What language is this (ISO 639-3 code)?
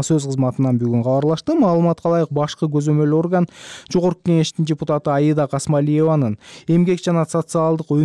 kir